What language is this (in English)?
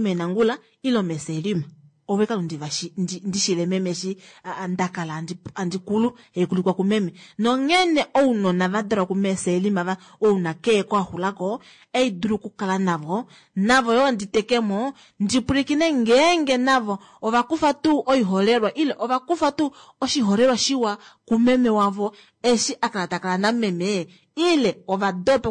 Kuanyama